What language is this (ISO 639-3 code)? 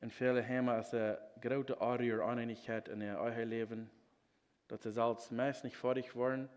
pdt